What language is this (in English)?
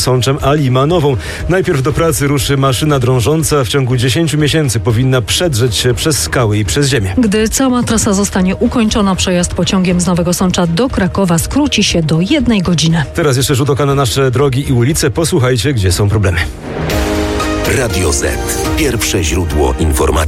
Polish